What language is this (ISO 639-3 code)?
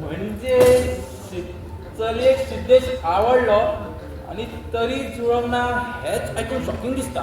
kok